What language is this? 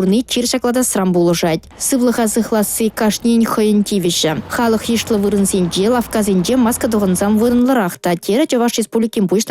Chuvash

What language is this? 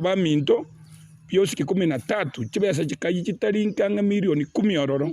Gusii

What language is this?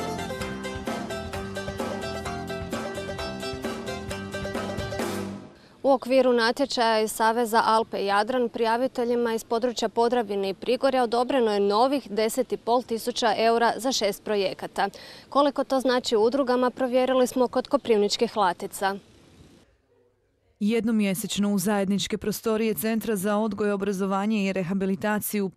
Croatian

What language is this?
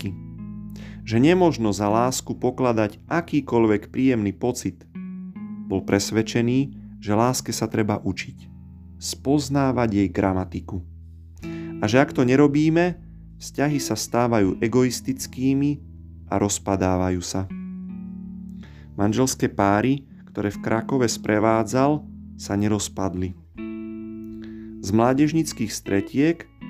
Slovak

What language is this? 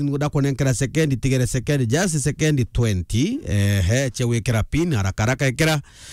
Meru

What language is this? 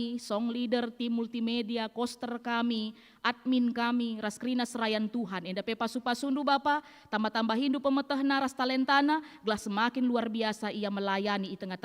Batak Karo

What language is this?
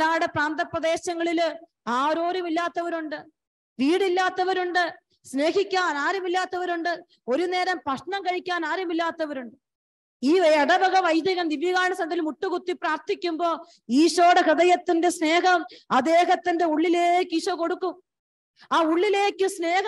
Malayalam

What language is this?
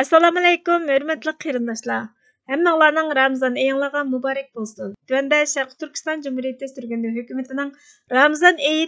Uyghur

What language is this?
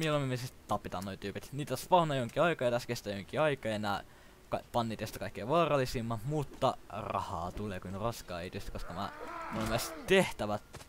Finnish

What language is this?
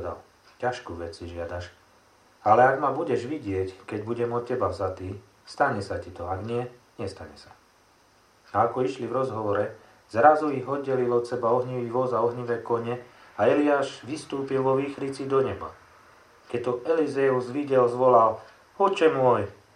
Slovak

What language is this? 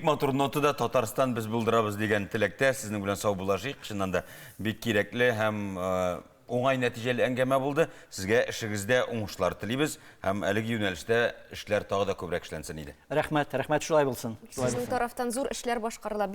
Tatar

